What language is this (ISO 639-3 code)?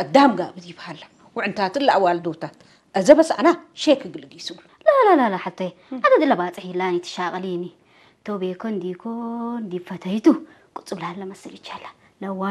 tig